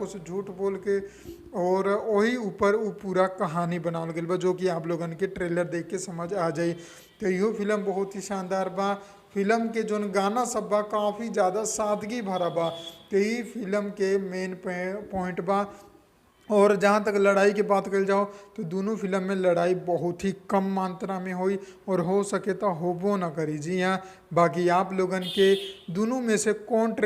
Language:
Bhojpuri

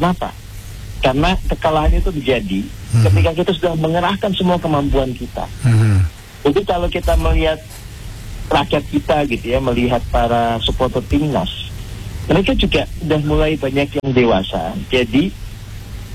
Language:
Indonesian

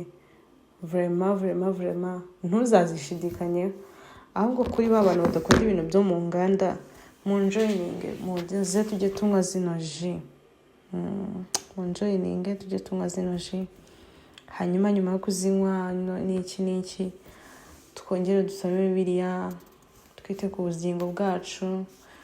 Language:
Kinyarwanda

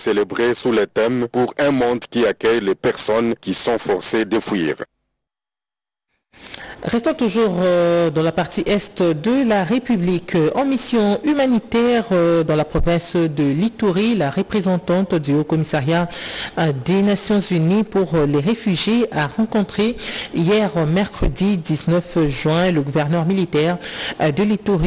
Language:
French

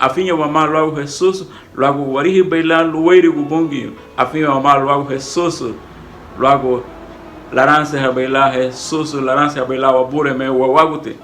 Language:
Garifuna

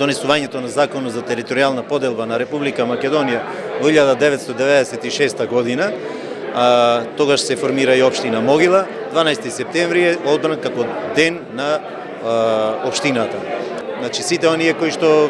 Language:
Macedonian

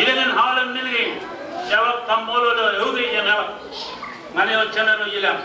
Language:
Marshallese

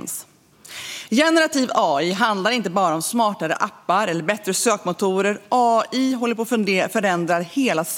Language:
Swedish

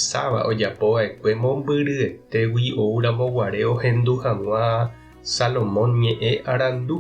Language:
Guarani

